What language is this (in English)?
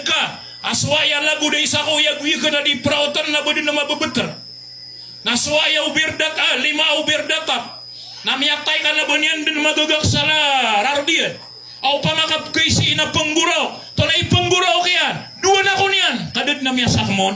Maranao